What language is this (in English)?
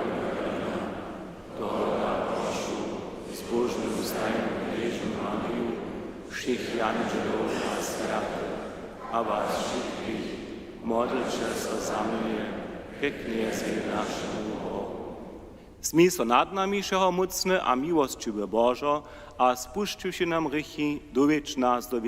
Upper Sorbian